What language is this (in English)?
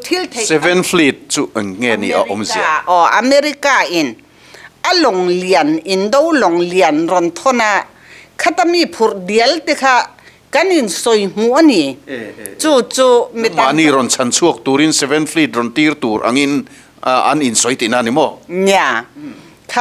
Mizo